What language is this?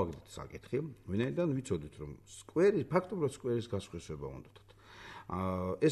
Georgian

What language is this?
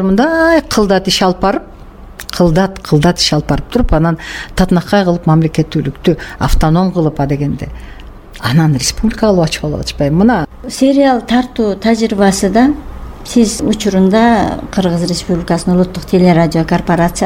Kyrgyz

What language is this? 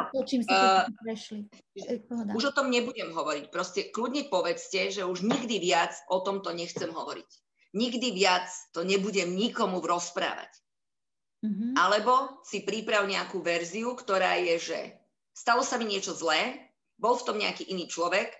Slovak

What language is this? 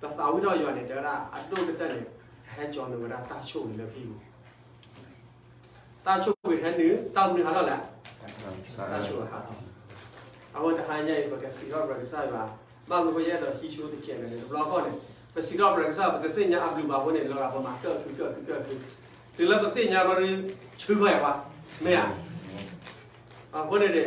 S'gaw Karen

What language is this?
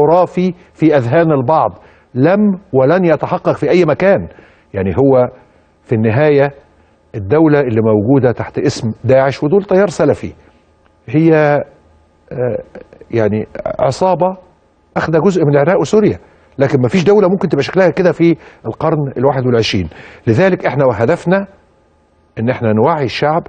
Egyptian Arabic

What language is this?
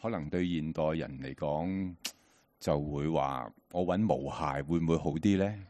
Cantonese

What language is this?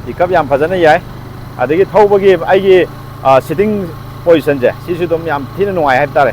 Manipuri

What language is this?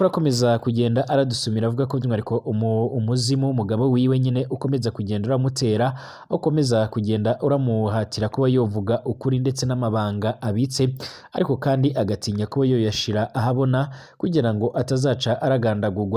Rundi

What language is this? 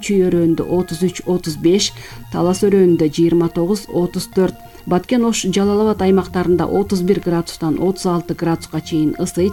Kyrgyz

